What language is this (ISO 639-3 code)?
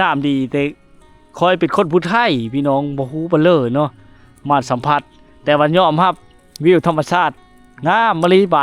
lao